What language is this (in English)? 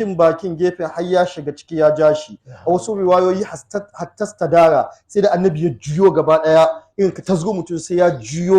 Hausa